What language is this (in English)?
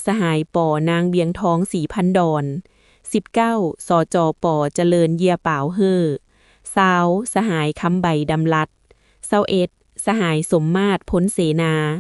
Lao